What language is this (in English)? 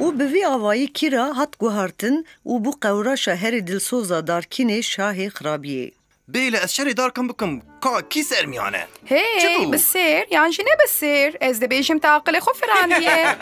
Kurdish